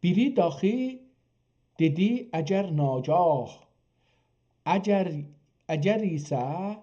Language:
South Azerbaijani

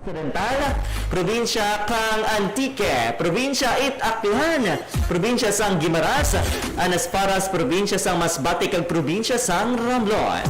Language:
Hiligaynon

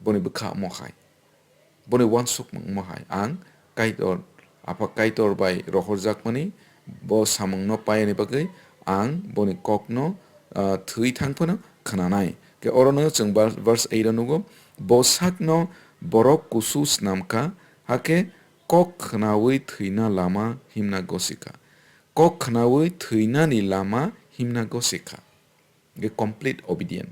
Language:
Kok Borok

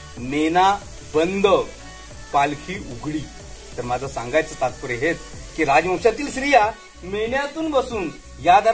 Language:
Marathi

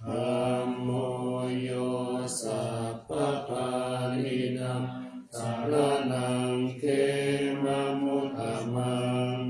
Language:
Pali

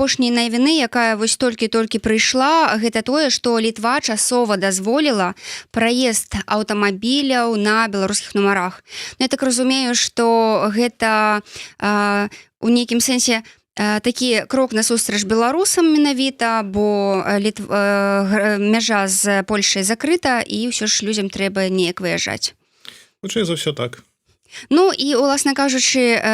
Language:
Belarusian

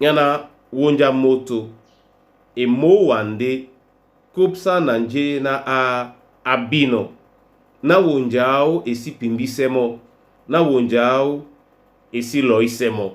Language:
Duala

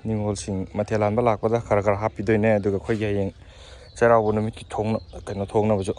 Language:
Manipuri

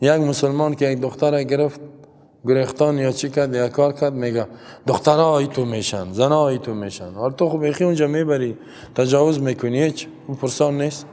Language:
Persian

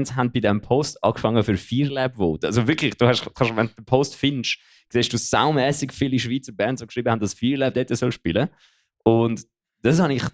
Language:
Swiss German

